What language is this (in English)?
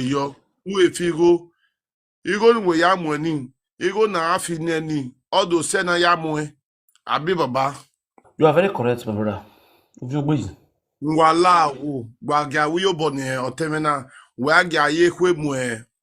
Nigerian Pidgin